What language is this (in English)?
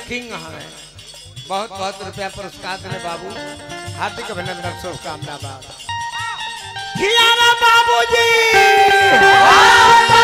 Bhojpuri